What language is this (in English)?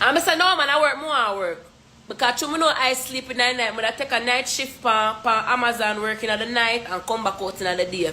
Jamaican Creole English